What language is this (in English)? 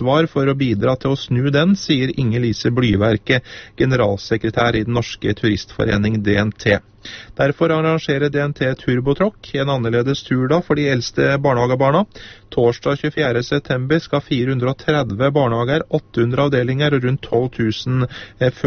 Norwegian